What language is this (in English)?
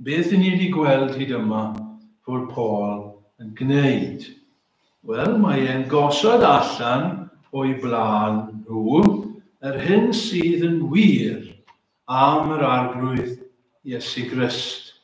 Welsh